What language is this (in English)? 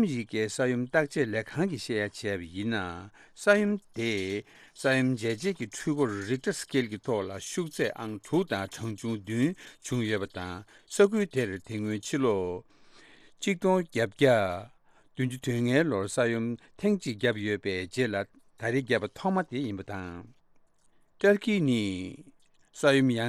Tibetan